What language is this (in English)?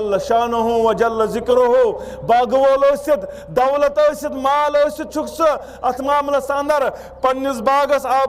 Kashmiri